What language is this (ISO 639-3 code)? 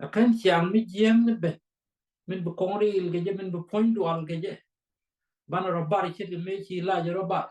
nus